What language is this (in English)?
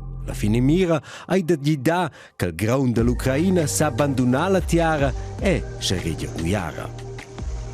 Romansh